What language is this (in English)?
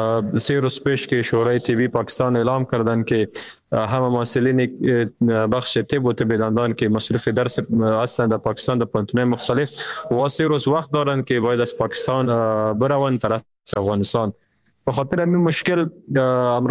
Persian